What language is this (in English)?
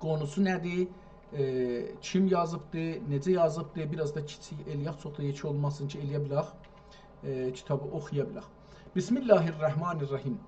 South Azerbaijani